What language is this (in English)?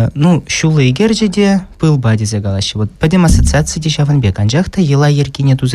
Chuvash